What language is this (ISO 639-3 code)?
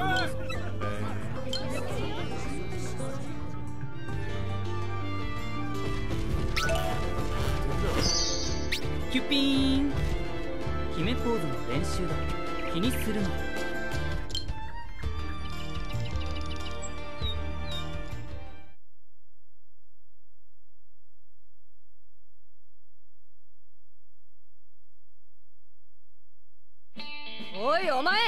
jpn